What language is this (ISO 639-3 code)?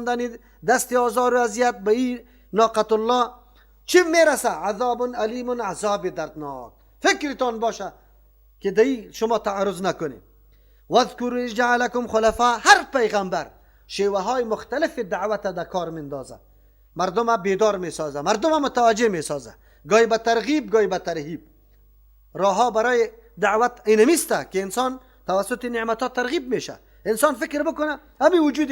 fas